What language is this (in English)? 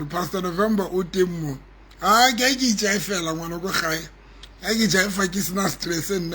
Southern Sotho